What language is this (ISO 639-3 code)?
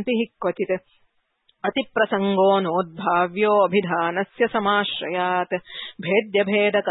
san